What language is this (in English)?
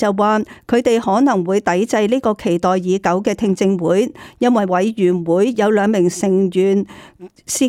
Cantonese